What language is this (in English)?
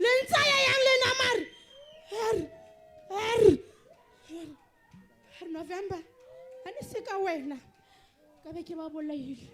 Southern Sotho